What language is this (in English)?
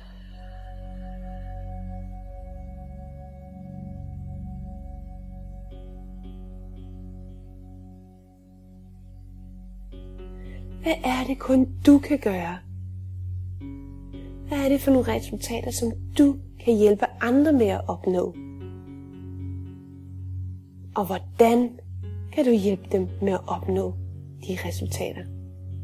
Danish